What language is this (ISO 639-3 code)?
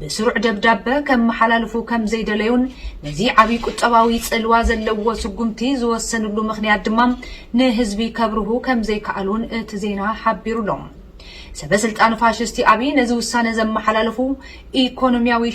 tir